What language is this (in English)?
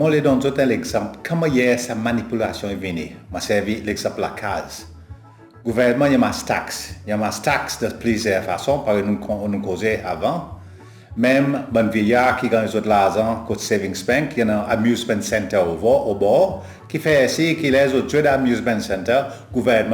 Seselwa Creole French